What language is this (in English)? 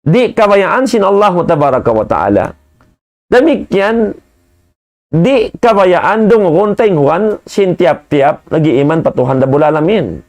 Tausug